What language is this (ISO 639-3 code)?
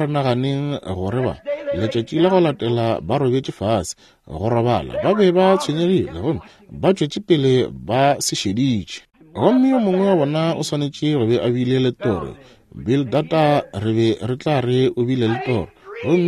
nso